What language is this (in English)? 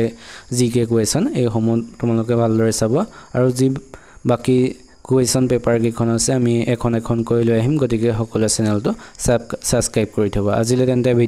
Assamese